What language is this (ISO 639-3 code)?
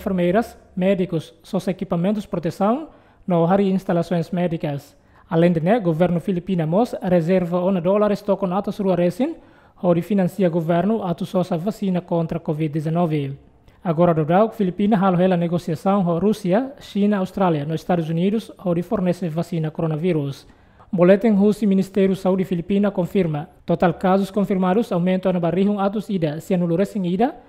tet